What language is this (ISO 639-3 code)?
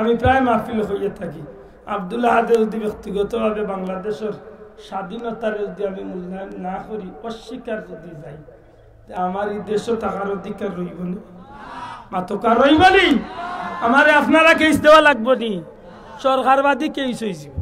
syl